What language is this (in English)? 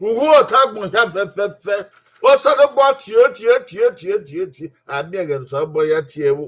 Bini